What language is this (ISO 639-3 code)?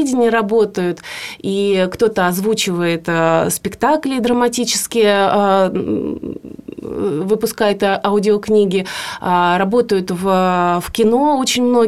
rus